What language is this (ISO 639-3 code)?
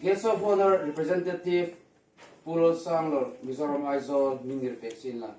hmr